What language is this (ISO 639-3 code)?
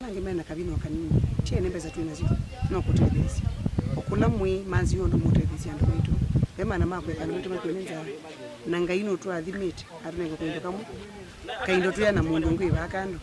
kam